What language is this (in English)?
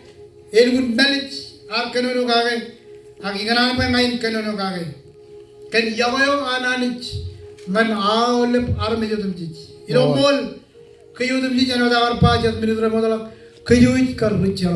Marshallese